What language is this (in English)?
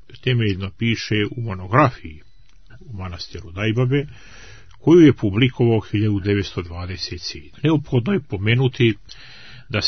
Serbian